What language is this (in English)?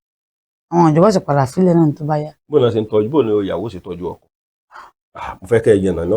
Yoruba